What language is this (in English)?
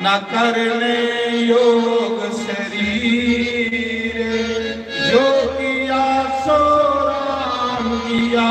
Dogri